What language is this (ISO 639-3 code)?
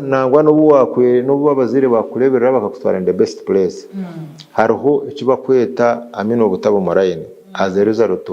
nyn